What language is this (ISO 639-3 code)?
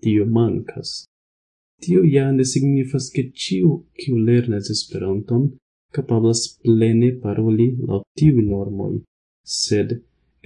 epo